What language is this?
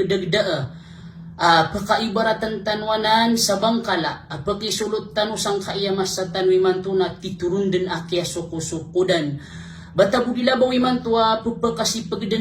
Maranao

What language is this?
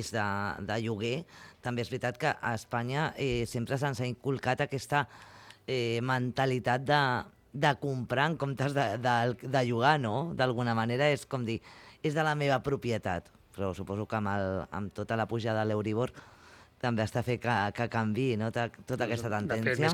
Catalan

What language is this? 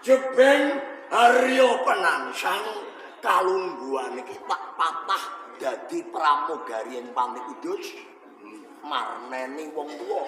Javanese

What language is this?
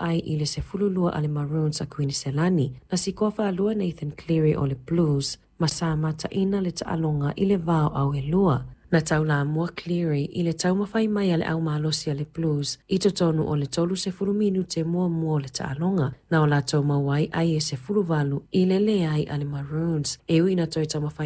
Samoan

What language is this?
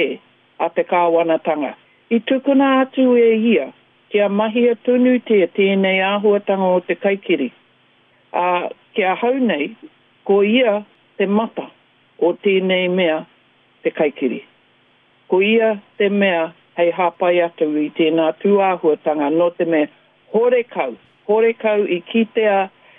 Māori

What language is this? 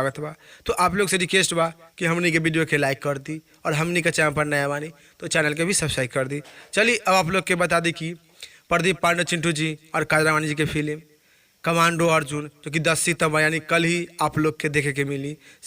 Bhojpuri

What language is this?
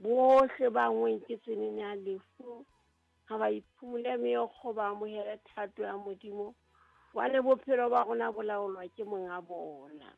Southern Sotho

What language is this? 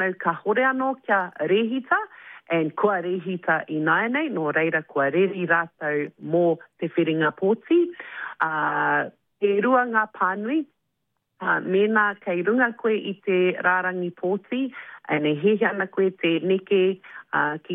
Māori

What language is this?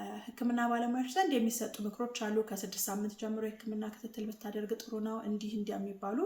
Amharic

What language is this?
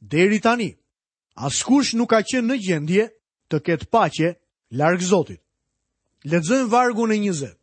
Albanian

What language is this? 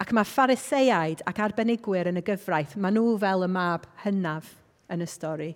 Welsh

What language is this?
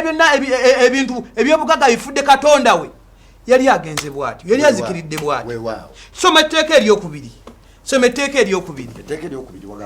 Ganda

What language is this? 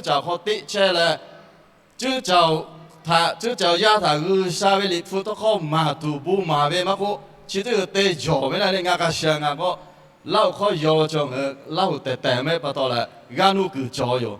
Lahu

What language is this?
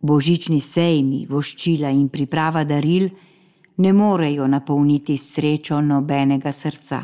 Slovenian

